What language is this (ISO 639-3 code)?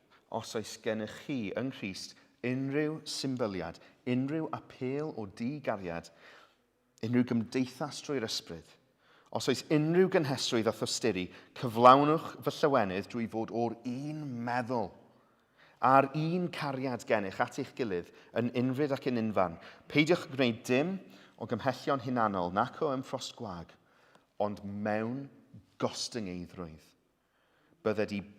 cym